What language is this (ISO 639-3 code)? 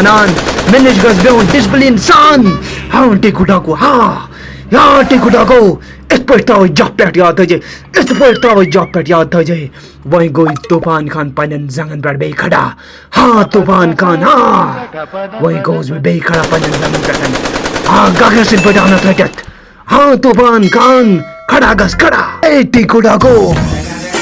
kas